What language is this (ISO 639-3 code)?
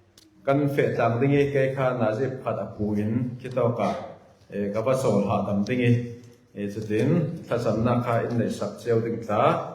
cfm